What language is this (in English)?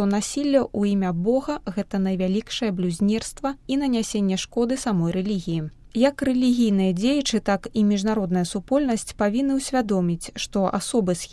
Belarusian